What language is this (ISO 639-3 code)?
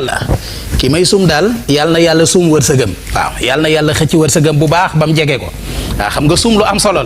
wol